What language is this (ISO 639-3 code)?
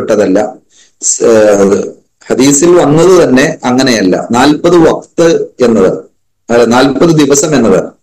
mal